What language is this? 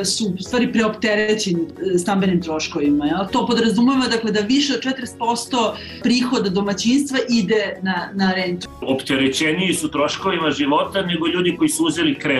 Serbian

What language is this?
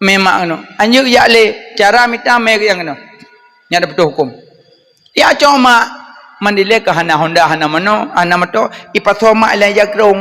Achinese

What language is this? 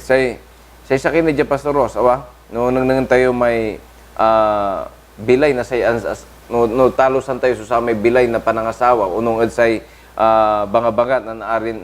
Pangasinan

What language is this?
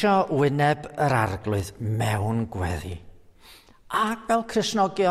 Welsh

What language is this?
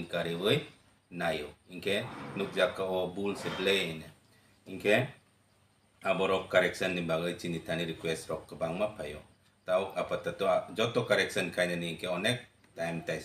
Kok Borok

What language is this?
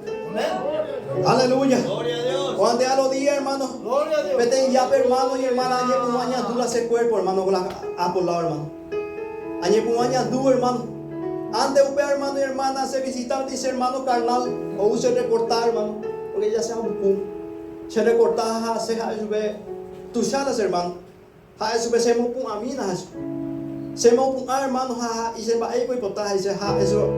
Guarani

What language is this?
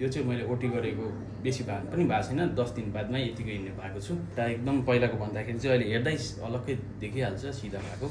Nepali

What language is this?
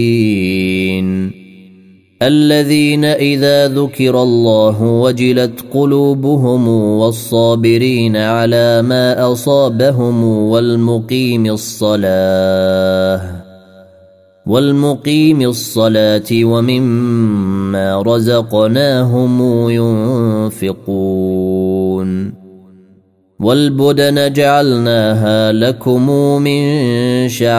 Arabic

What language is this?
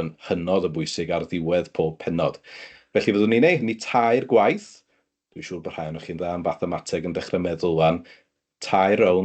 Welsh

